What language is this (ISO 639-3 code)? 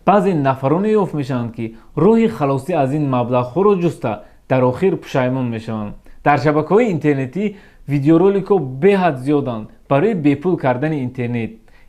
tgk